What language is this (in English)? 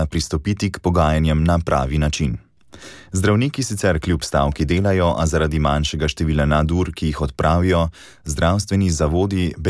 Slovenian